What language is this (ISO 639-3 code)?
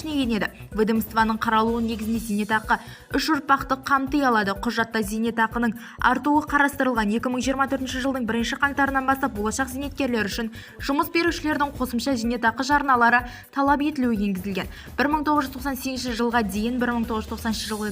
kaz